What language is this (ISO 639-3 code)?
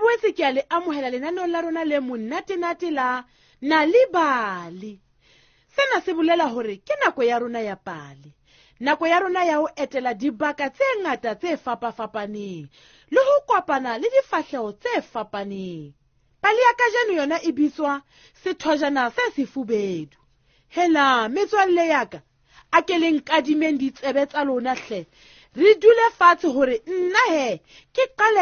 sot